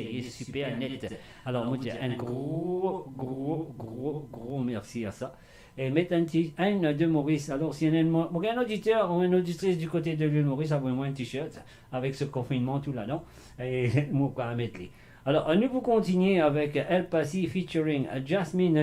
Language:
Morisyen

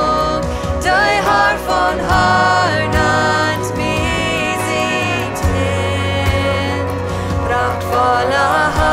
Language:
Plautdietsch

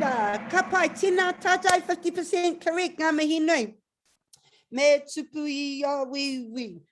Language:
Māori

